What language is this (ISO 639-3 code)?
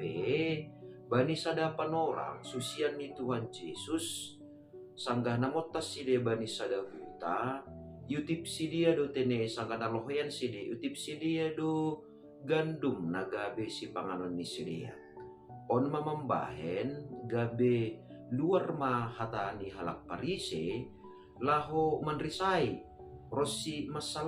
bts